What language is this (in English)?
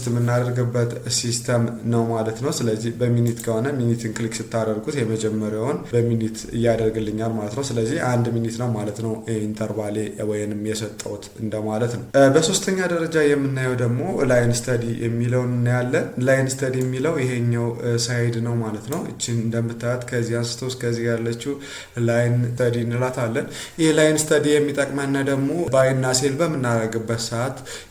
Amharic